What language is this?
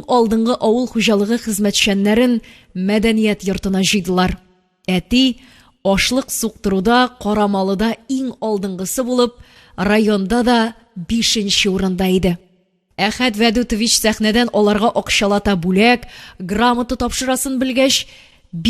Tatar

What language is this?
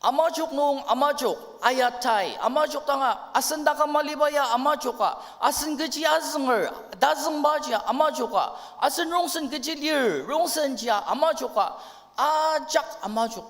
Ao Naga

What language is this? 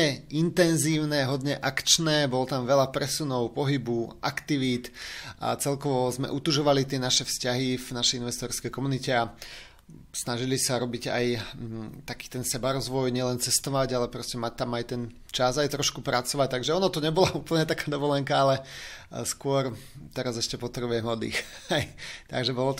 Slovak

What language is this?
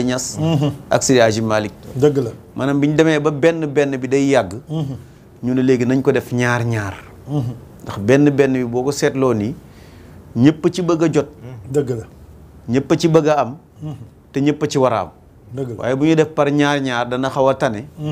Wolof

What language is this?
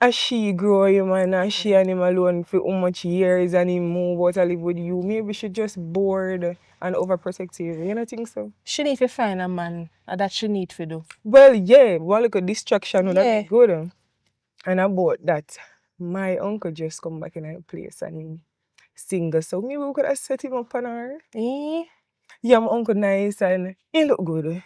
Jamaican Creole English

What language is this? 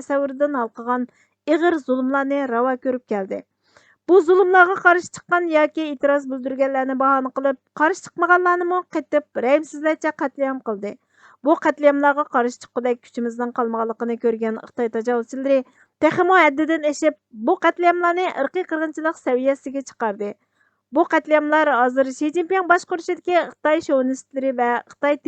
Uyghur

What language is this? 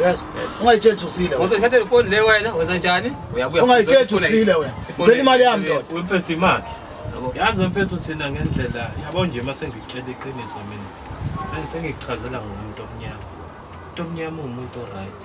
Zulu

